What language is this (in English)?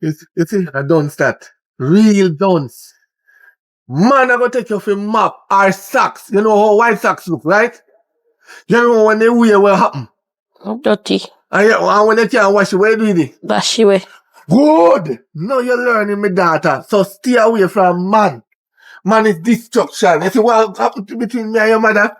Jamaican Creole English